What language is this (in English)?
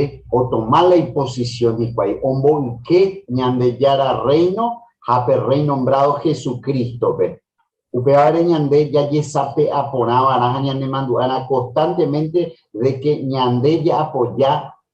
Guarani